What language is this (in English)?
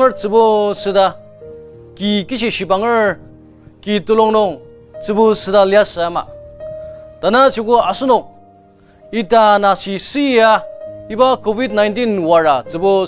Ao Naga